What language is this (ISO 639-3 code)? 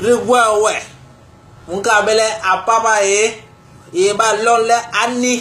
bas